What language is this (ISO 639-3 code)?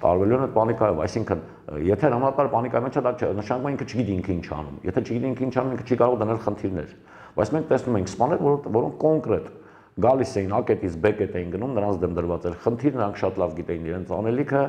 hye